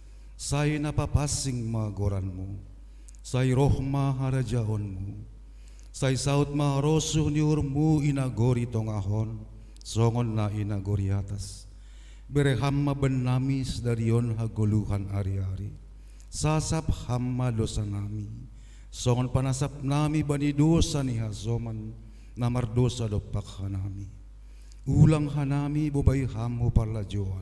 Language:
Batak Simalungun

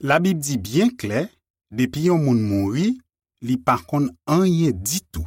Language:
Haitian Creole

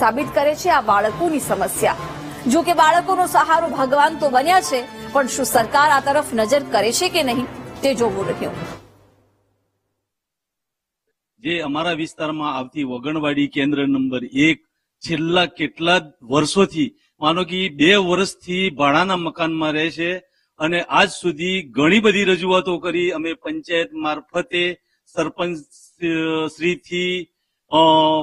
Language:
Gujarati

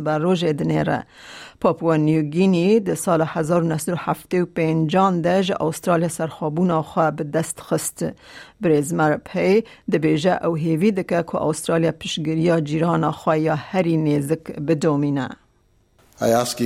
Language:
Kurdish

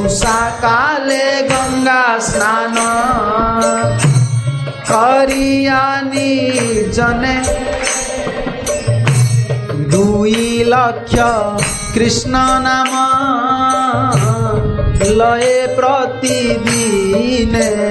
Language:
Hindi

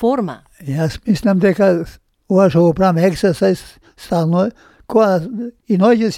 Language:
Macedonian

